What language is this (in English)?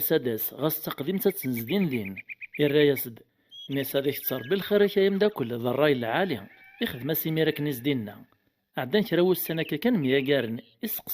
Kabyle